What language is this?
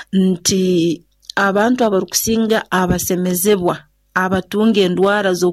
Nyoro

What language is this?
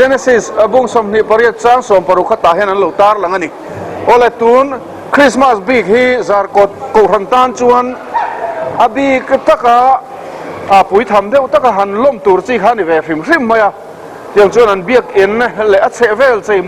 Mizo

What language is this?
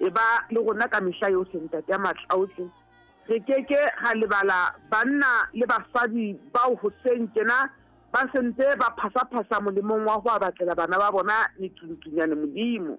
Southern Sotho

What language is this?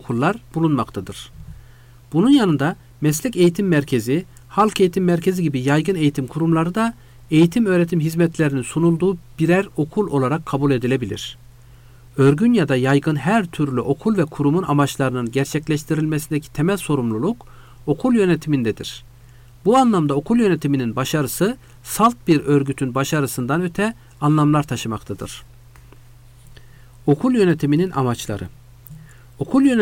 Turkish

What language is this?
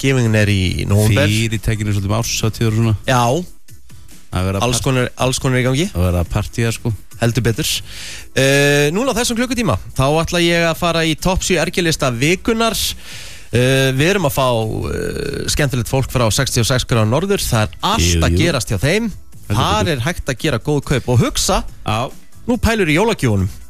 Icelandic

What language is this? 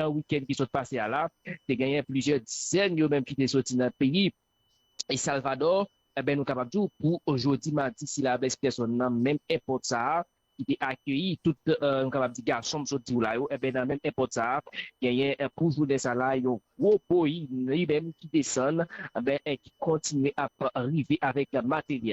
Haitian Creole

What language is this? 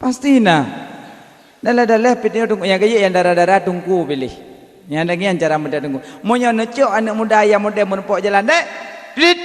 Achinese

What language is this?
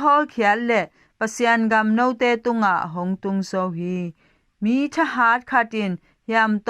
Tedim Chin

